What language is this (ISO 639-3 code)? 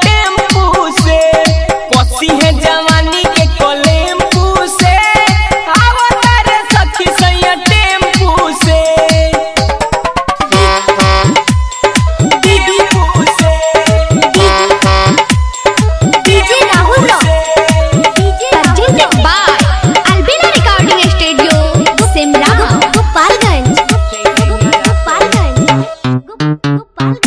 bho